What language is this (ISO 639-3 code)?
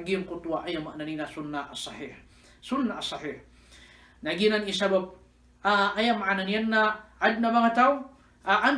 mrw